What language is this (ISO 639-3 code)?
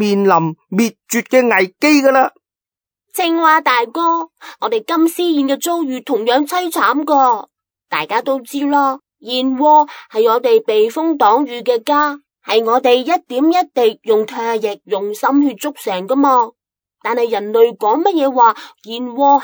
yue